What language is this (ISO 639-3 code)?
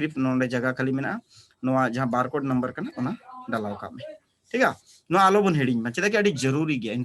sat